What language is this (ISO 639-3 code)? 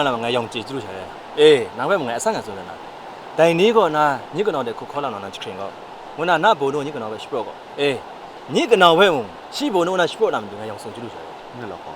kac